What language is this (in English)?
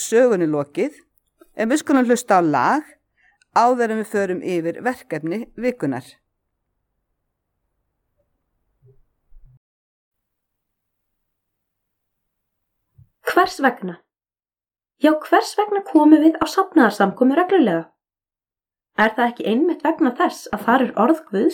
Icelandic